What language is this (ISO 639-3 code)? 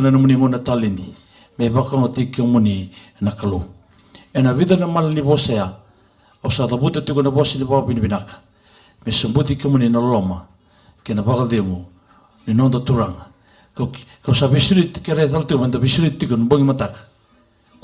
fij